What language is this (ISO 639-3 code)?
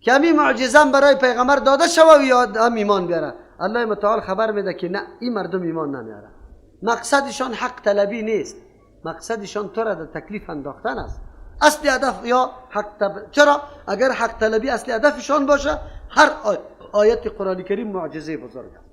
fas